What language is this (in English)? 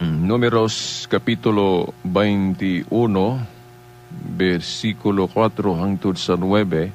Cebuano